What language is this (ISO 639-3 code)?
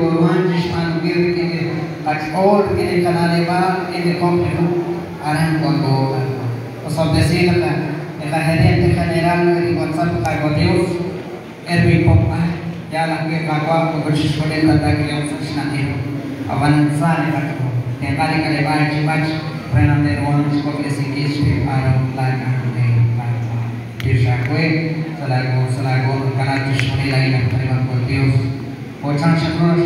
kek